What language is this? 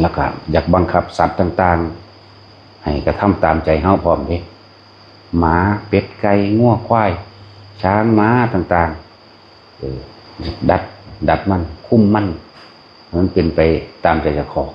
Northeastern Thai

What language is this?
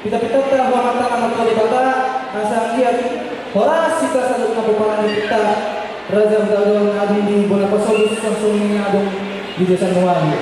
Batak Toba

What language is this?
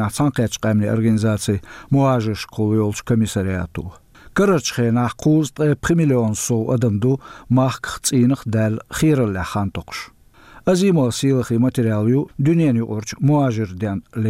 Chechen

